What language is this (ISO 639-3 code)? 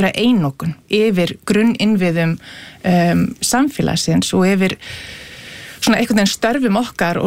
isl